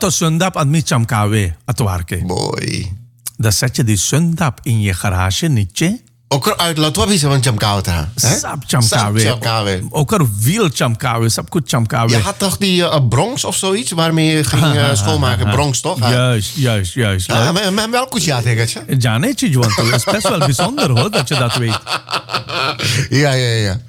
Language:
Dutch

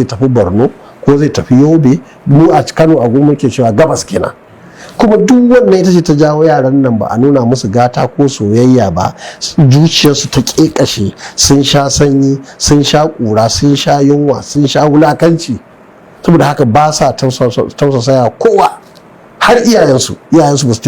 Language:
Hausa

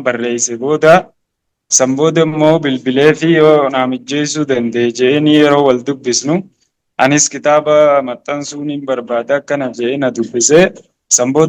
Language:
Oromo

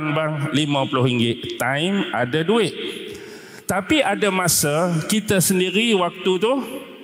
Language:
Malay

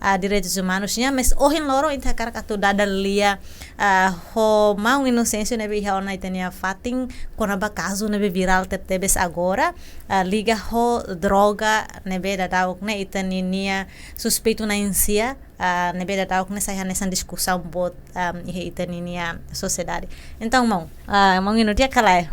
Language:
Tetum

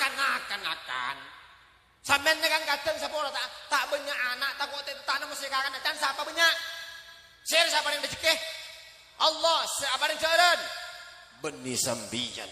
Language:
Madurese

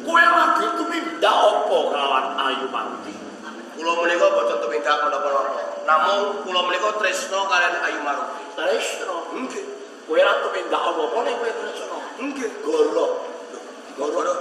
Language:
Javanese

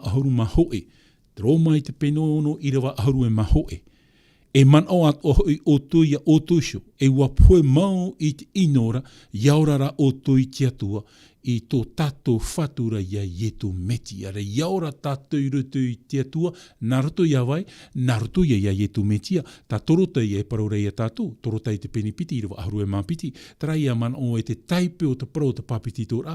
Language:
Tahitian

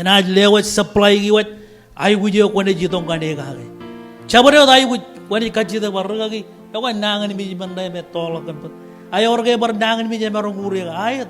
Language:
Marshallese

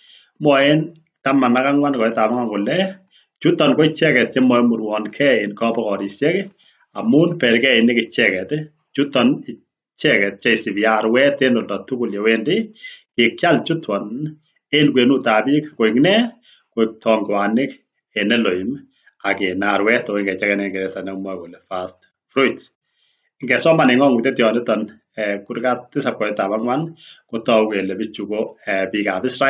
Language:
Kalenjin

